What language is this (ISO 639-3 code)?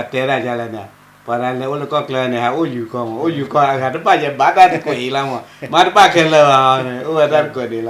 ksw